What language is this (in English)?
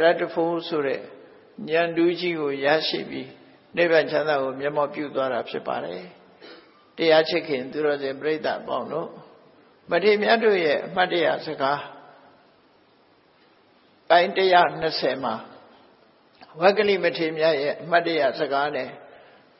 Burmese